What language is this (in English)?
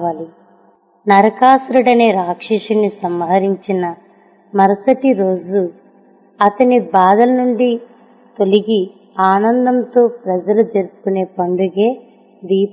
Telugu